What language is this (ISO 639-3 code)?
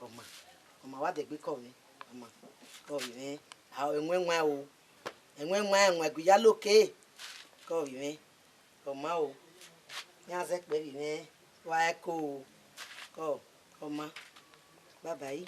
bin